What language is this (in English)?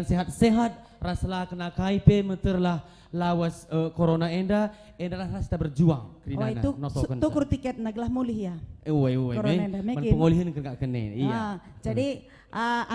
Batak Karo